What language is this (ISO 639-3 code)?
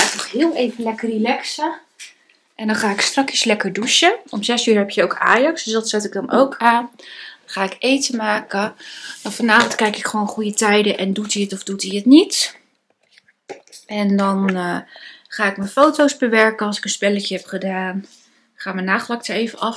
nld